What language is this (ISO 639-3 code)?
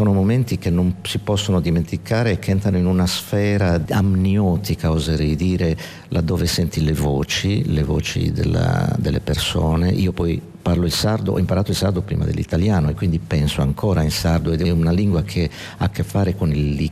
ita